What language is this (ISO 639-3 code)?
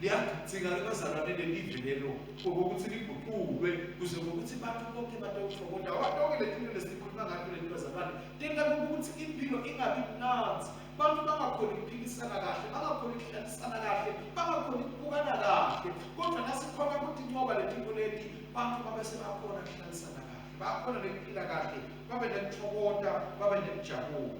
ssw